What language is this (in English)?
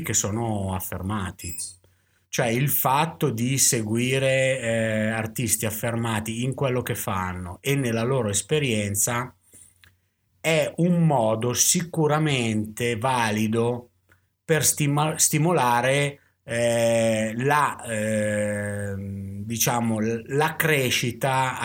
Italian